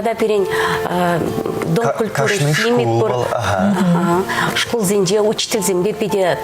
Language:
Chuvash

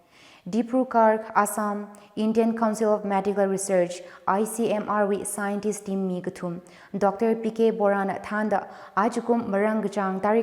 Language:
Tangkhul Naga (India)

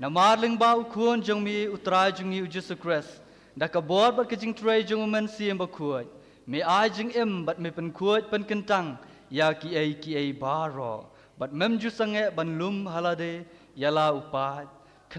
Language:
Khasi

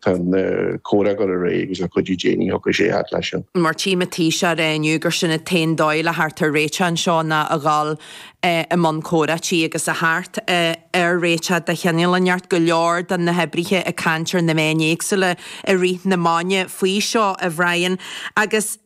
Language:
Irish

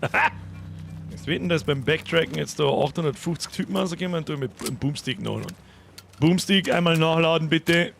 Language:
Bavarian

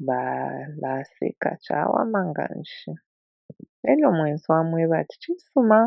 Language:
Bemba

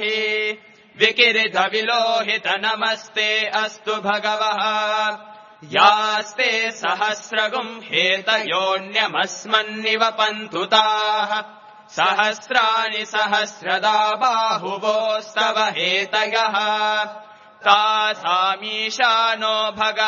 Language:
Sanskrit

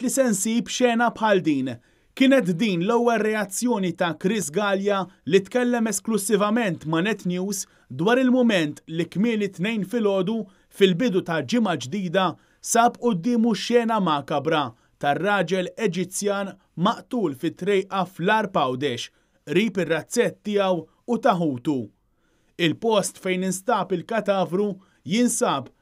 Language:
Maltese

